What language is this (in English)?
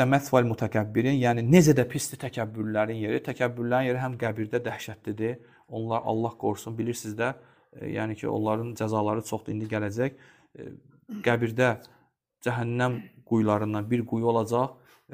Azerbaijani